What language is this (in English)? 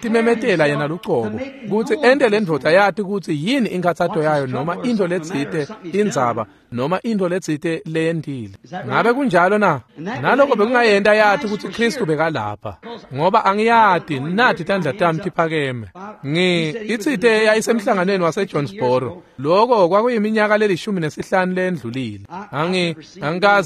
Swati